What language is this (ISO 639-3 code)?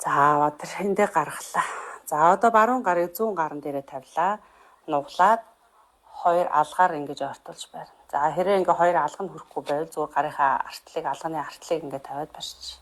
mon